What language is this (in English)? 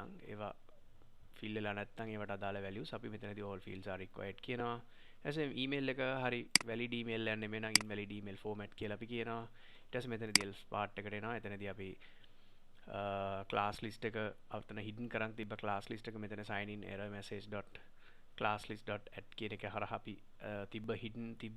Sinhala